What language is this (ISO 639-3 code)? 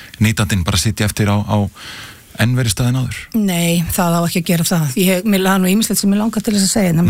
isl